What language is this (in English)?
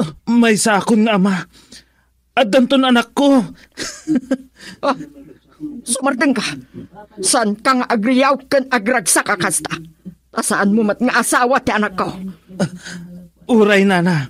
Iloko